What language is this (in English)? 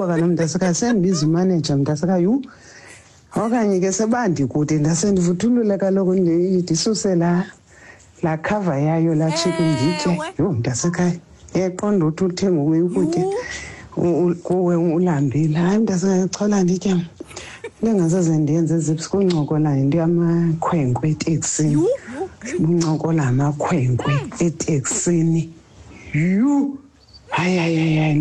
Xhosa